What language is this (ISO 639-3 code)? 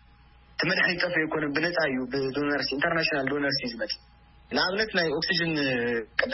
tir